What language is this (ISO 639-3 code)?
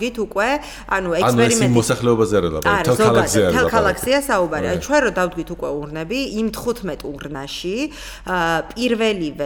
kat